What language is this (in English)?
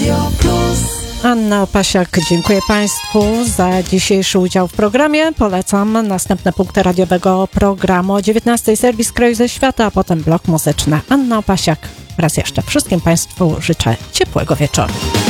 Polish